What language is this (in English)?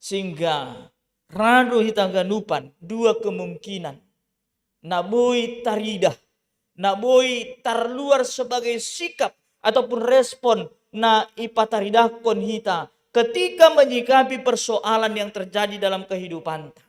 Batak Simalungun